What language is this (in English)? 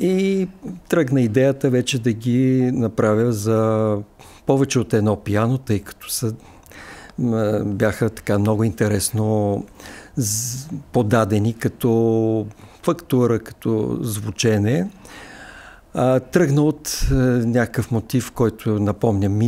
Bulgarian